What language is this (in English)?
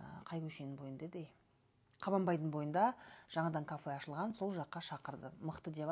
Kazakh